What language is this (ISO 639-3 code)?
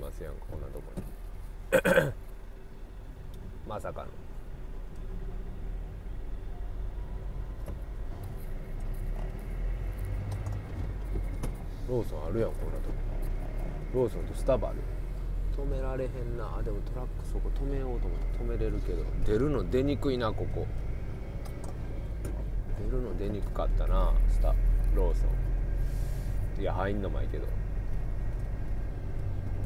jpn